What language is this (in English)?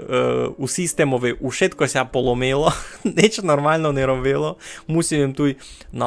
Rusyn